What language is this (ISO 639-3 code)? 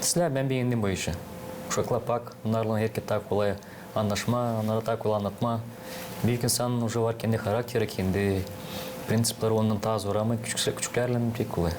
gag